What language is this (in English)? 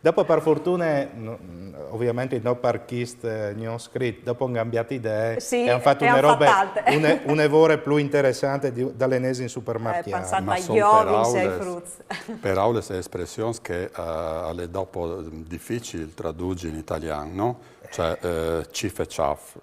Friulian